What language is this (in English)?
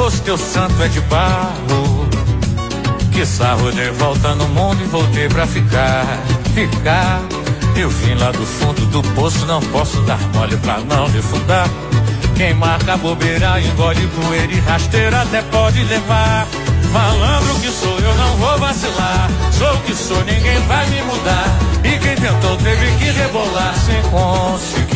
Portuguese